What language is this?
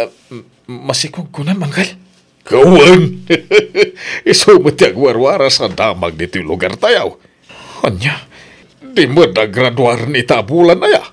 Iloko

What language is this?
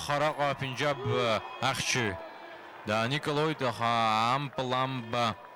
Abkhazian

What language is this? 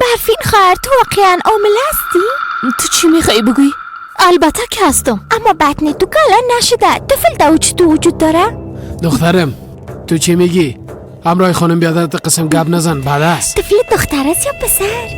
Persian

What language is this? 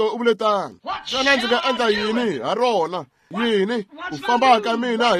Tsonga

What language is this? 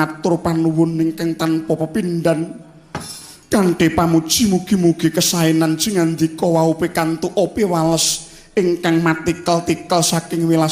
Javanese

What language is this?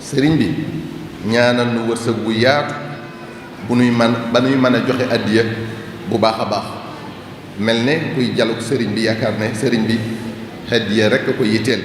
Wolof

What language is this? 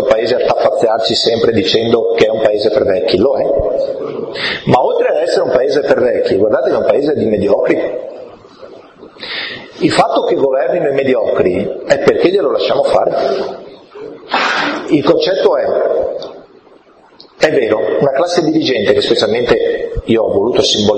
Italian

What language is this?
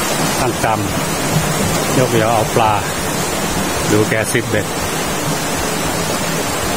Thai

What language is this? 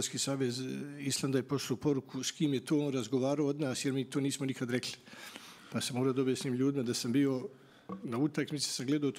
Bosnian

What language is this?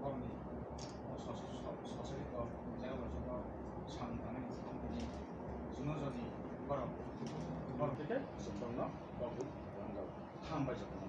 Kok Borok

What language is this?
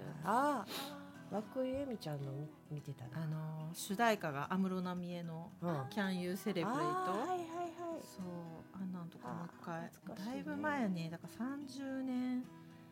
Japanese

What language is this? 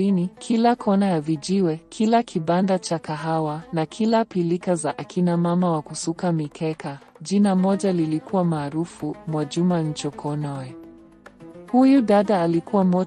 Swahili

